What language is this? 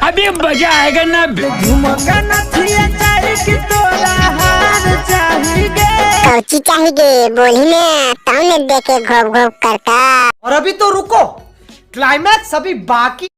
Magahi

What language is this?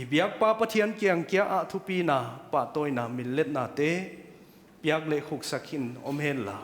Paite Chin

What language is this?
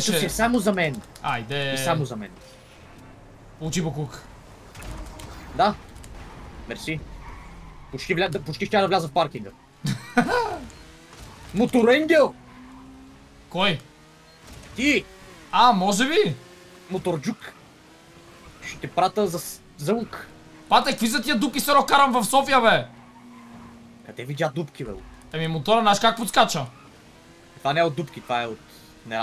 Bulgarian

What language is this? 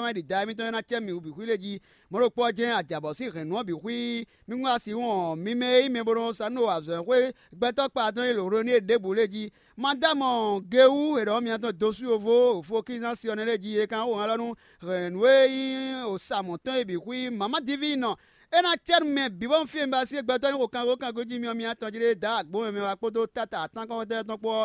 Fon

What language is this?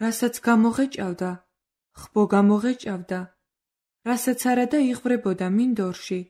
Georgian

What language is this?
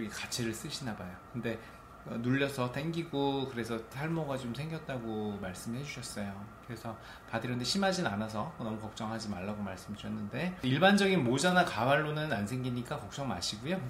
Korean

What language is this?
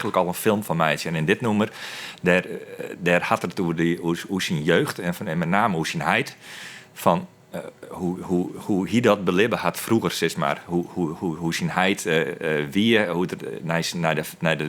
Western Frisian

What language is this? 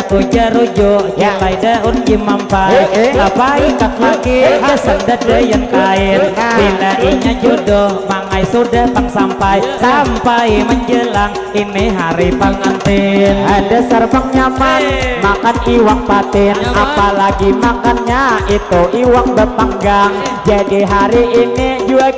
Banjar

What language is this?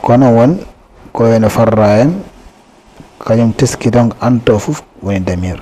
Fula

